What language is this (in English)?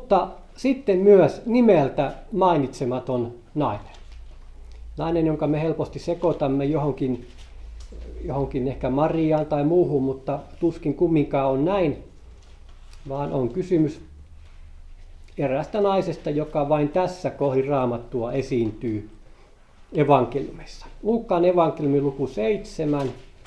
Finnish